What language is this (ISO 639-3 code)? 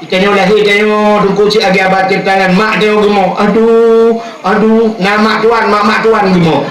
ace